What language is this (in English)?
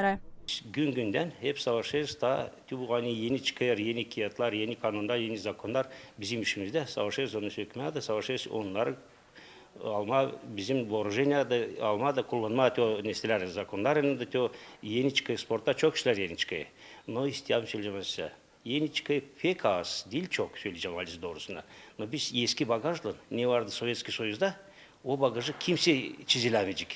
Gagauz